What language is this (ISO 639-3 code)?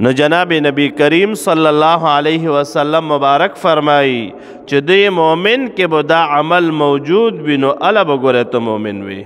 pus